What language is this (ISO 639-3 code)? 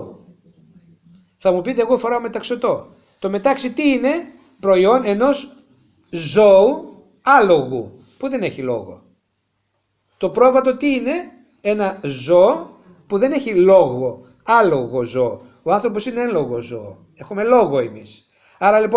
ell